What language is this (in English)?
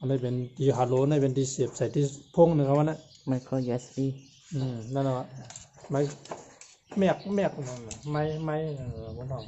Shan